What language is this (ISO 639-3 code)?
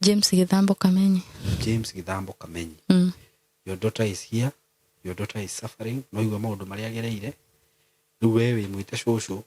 kik